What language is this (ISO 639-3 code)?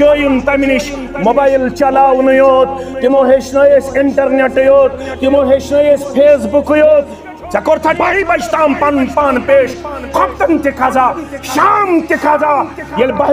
kas